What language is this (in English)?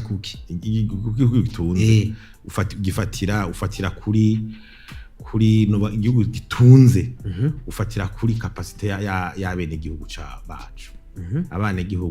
Rundi